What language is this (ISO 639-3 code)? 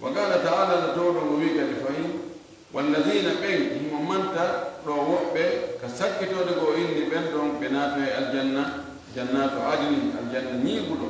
ful